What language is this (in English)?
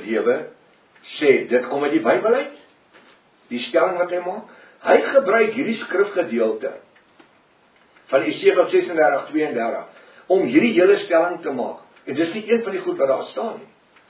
Afrikaans